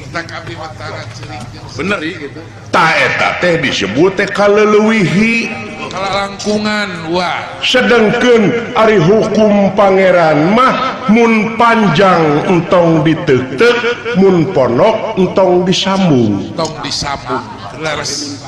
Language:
Sundanese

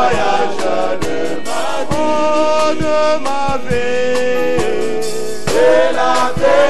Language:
French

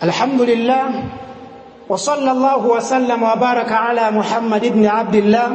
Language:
Nyanja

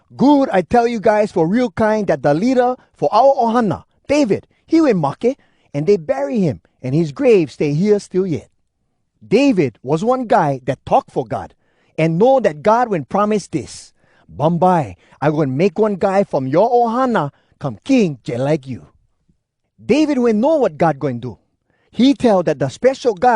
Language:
Hawai'i Creole English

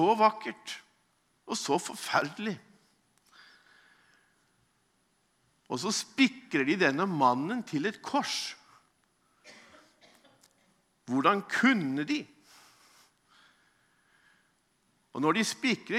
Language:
Norwegian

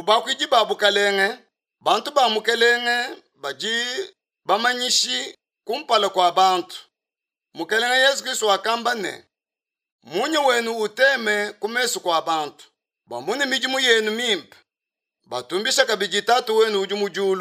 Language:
Luba-Lulua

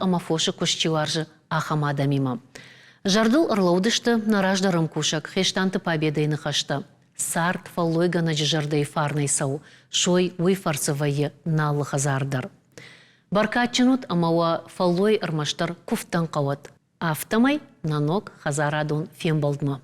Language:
Ossetic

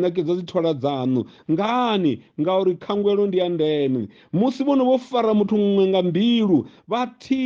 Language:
Venda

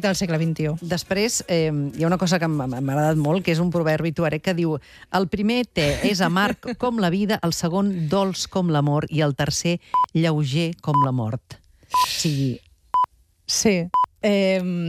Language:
Catalan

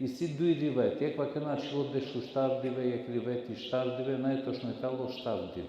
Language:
Balkan Romani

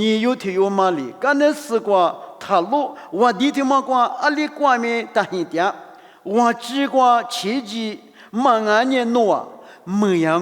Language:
Lisu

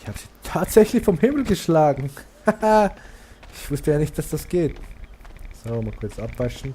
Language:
Swiss German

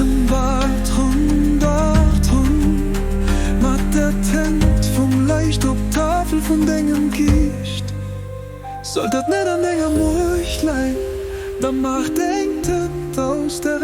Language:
Luxembourgish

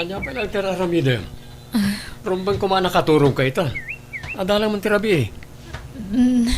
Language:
Iloko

